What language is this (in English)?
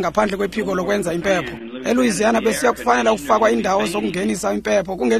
Xhosa